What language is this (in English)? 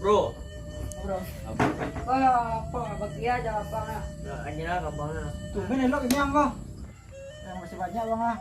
Minangkabau